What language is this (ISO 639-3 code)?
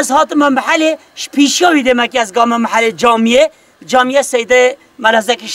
kur